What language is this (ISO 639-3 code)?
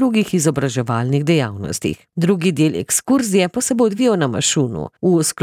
slv